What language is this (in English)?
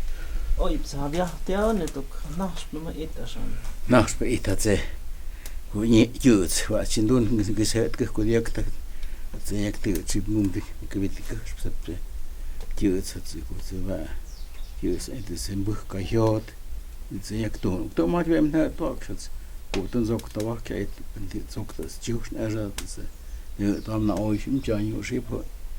Totontepec Mixe